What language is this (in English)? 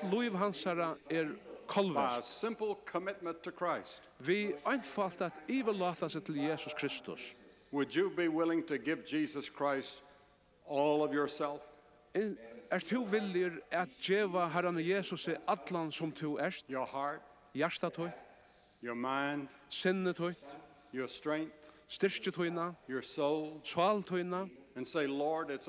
Faroese